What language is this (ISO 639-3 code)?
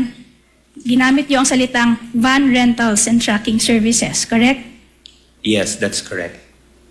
fil